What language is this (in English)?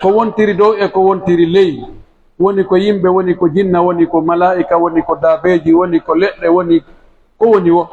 Pular